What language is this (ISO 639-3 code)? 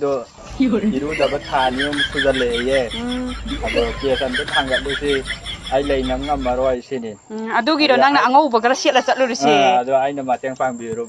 mni